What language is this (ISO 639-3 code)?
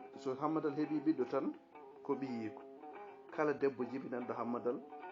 ful